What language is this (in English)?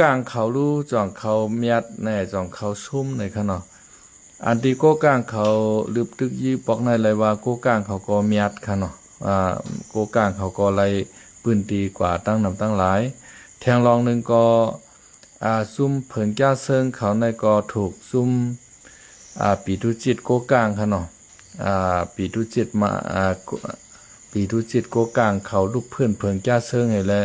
Shan